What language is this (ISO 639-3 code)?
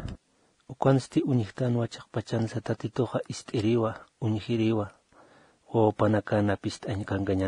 aym